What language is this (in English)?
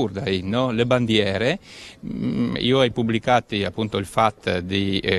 Friulian